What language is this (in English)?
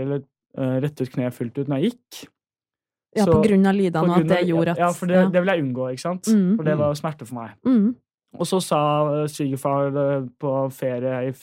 Norwegian